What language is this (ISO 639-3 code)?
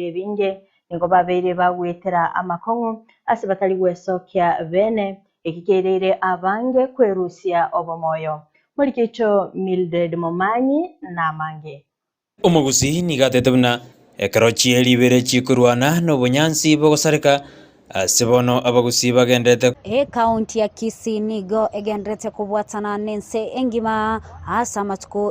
guz